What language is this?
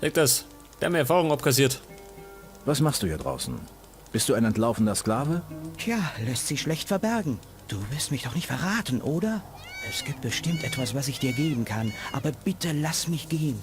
Bavarian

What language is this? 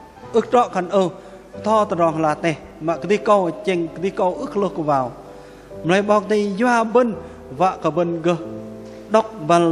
Bahnar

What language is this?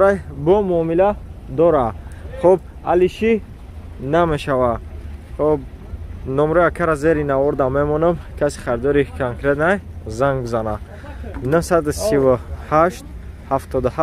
Tajik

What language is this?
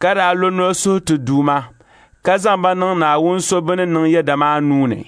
Dagbani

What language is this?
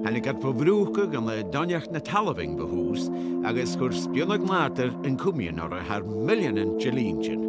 Scottish Gaelic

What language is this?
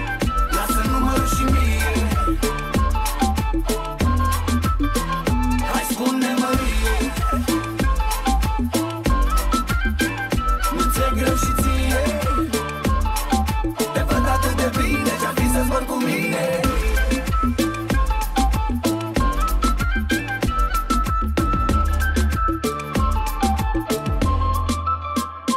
Romanian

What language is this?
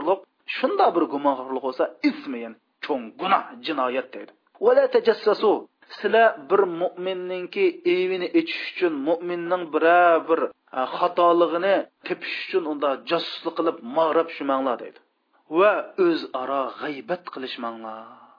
Uyghur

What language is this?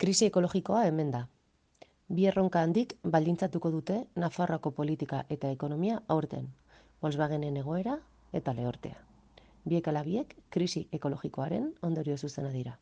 Basque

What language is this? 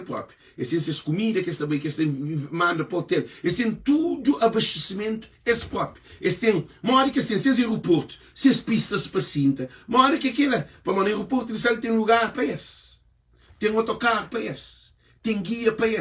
Kabuverdianu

